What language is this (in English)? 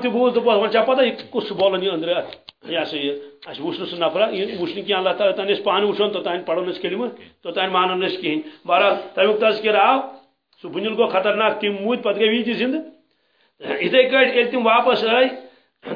Kashmiri